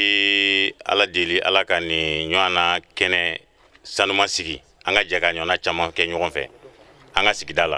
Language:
Bambara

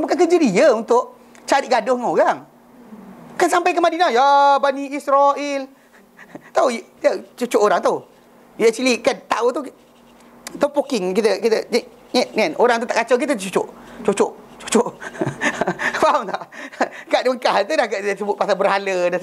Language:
Malay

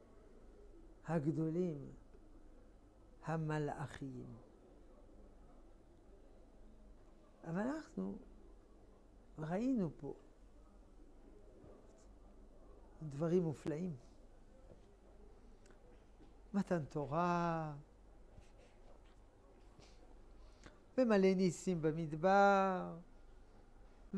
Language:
Hebrew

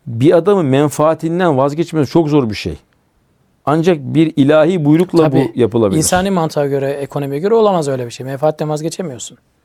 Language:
Turkish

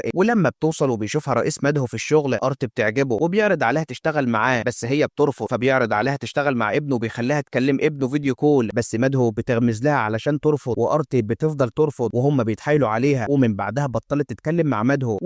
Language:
Egyptian Arabic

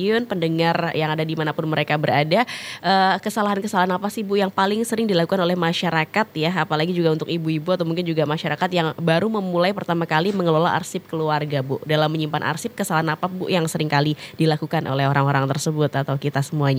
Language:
Indonesian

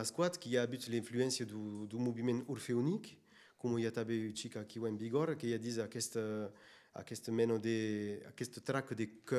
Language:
Occitan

